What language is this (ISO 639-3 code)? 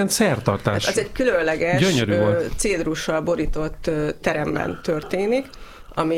hun